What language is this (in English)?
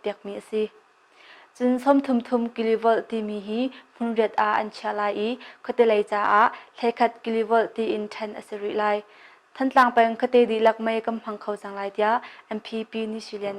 Hakha Chin